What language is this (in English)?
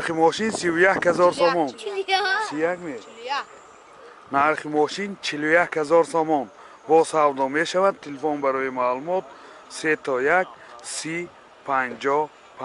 Tajik